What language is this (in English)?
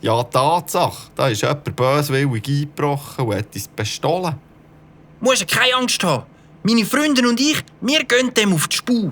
Swiss German